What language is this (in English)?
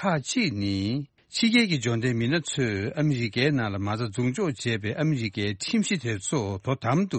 Tibetan